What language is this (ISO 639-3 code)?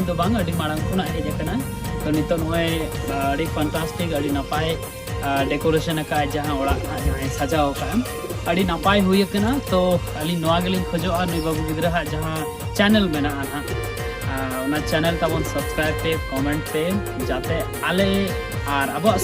sat